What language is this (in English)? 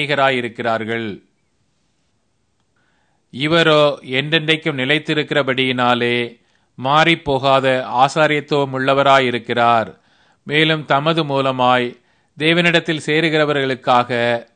Tamil